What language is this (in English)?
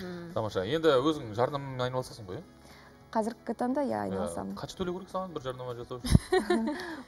Kazakh